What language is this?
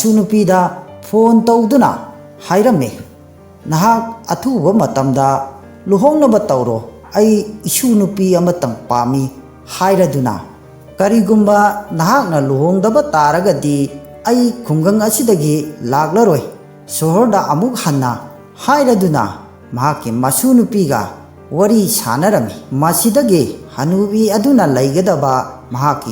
Manipuri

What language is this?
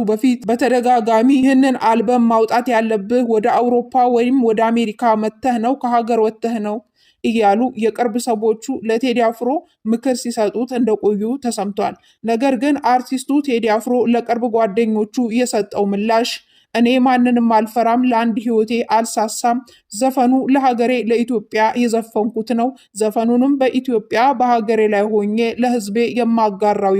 Amharic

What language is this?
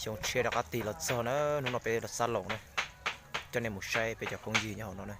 Hmong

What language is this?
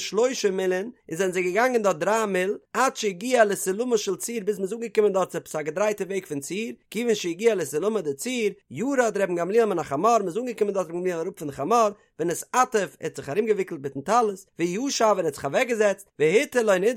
Yiddish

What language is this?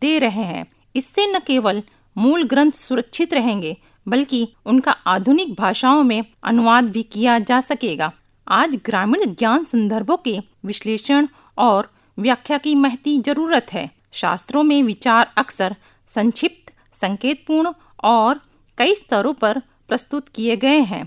Hindi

